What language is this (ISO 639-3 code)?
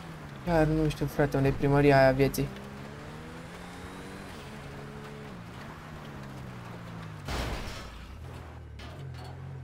ron